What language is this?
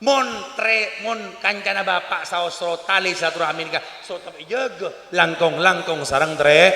Madurese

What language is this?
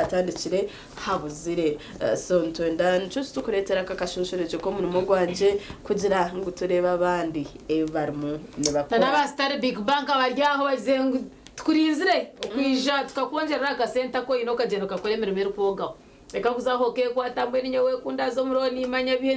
Nyankole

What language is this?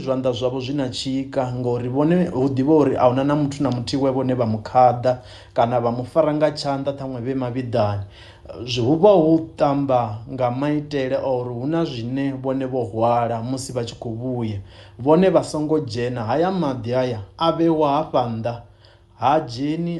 Venda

